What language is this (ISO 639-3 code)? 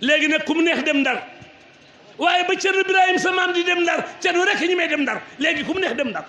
wol